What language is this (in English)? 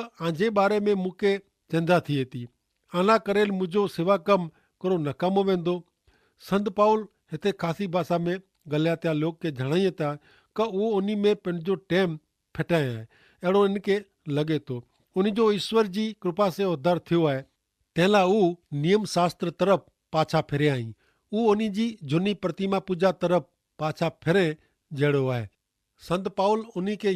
Kachhi